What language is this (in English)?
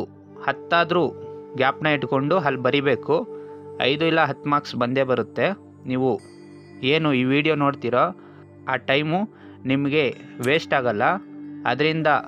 Kannada